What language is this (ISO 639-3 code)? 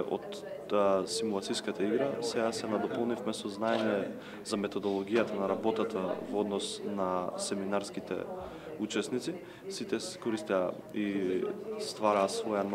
mkd